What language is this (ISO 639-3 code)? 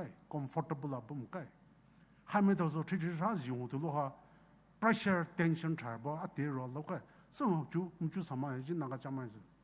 pmx